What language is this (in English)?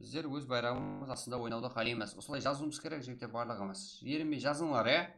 Kara-Kalpak